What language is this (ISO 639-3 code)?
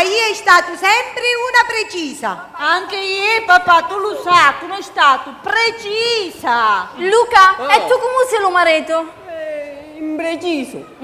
scn